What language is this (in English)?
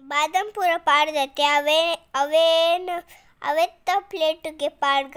Tulu